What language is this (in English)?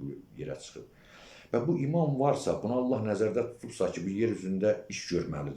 Azerbaijani